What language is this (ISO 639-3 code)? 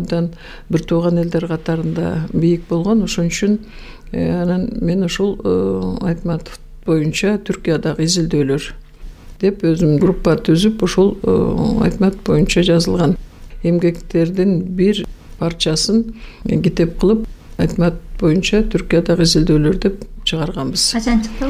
kir